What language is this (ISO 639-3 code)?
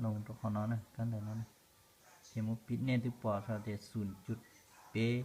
hmn